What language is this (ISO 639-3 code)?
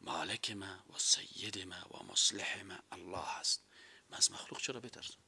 fas